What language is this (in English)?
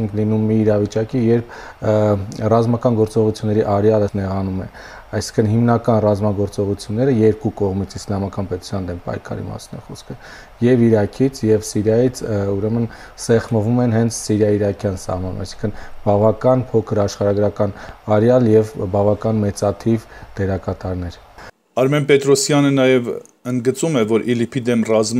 Armenian